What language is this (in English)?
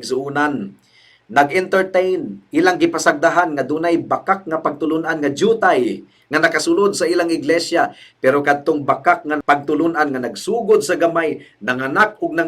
Cebuano